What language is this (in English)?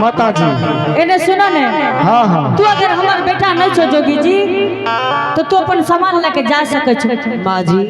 Angika